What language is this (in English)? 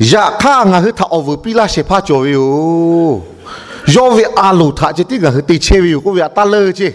Lahu